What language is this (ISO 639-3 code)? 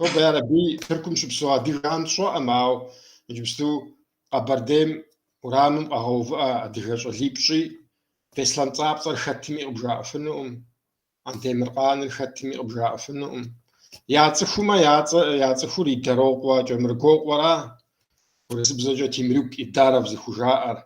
kbd